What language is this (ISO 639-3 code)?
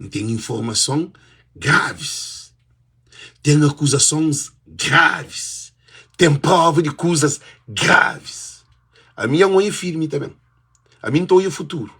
kea